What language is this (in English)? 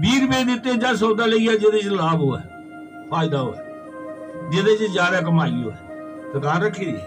Dogri